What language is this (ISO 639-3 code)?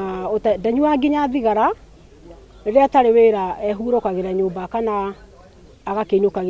kik